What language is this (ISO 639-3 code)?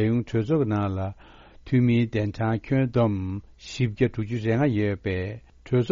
bod